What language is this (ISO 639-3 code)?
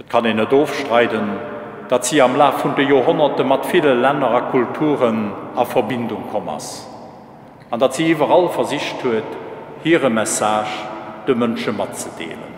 ltz